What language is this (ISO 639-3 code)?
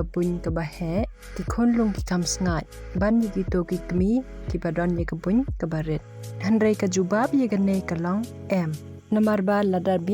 kha